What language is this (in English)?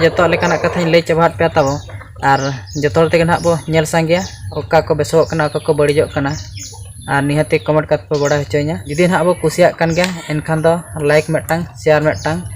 Santali